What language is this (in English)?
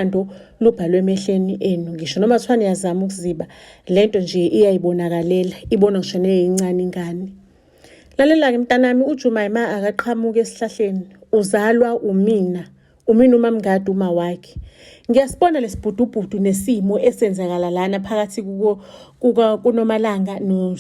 Zulu